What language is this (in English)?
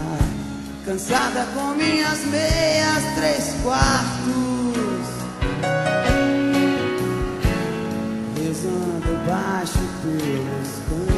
Portuguese